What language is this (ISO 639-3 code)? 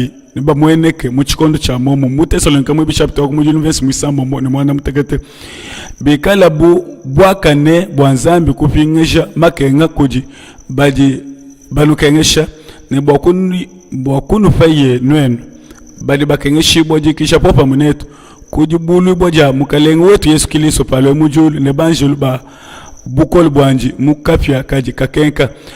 lua